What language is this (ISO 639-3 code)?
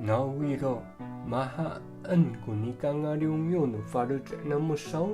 ami